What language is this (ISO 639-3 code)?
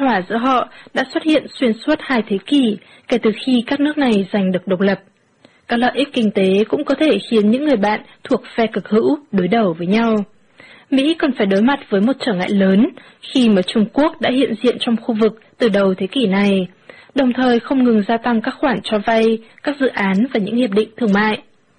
vie